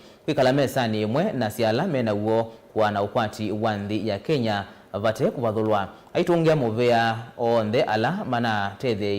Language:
Kamba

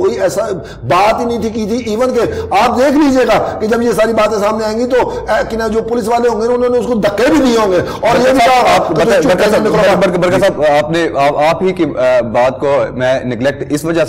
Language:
Urdu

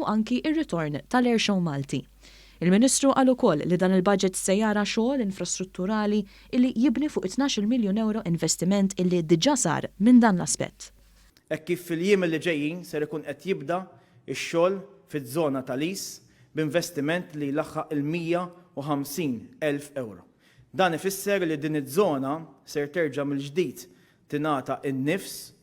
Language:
Maltese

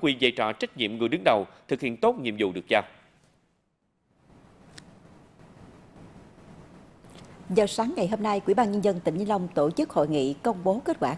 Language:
Vietnamese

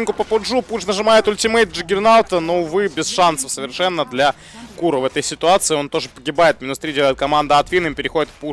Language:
Russian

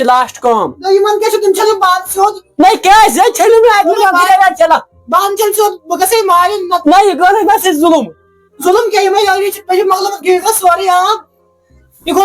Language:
Kashmiri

